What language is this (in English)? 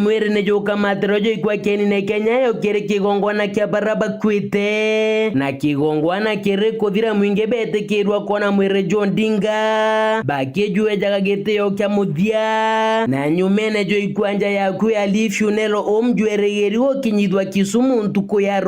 Meru